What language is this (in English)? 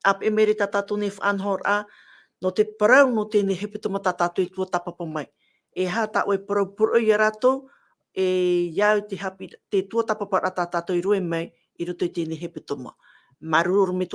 Tahitian